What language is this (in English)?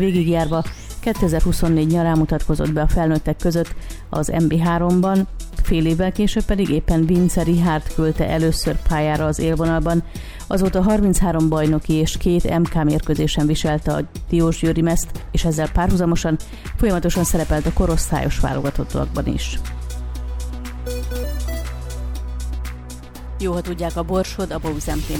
Hungarian